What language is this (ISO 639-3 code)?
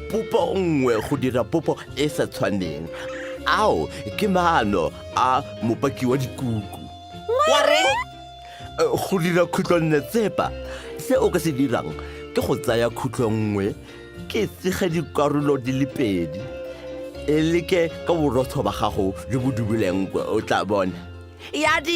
tsn